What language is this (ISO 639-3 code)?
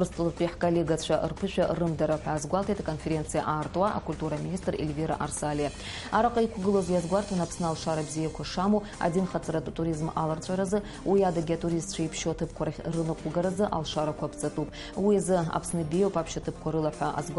abk